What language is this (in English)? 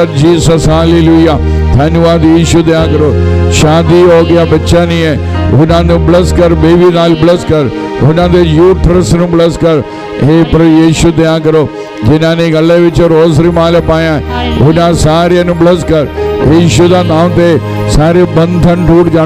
Punjabi